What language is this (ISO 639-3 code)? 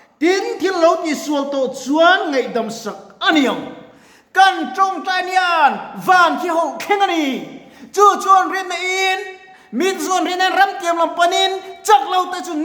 lus